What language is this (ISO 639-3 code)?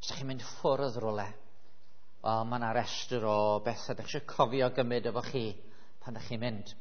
cym